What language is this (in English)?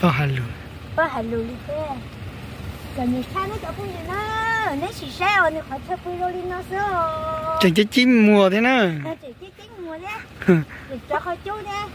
Hmong